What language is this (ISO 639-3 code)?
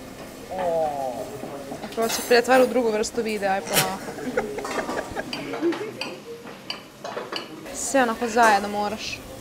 hrv